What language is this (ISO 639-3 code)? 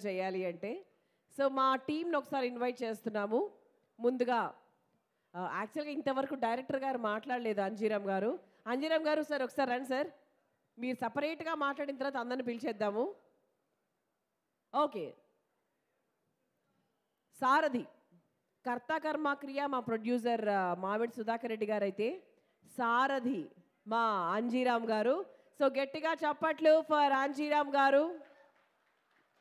tel